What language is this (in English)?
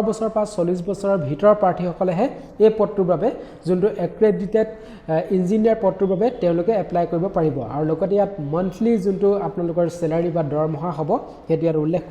Assamese